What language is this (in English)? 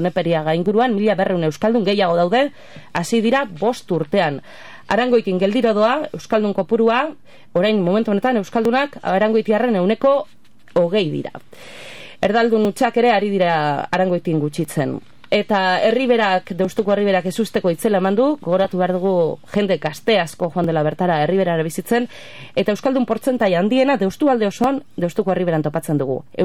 Basque